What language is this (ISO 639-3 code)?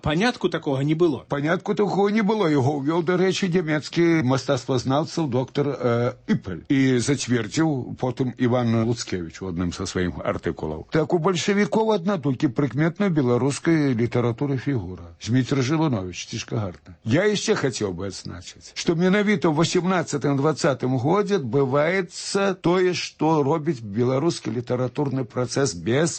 bel